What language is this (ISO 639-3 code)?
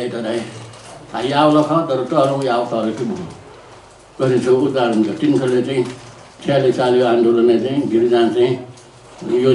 new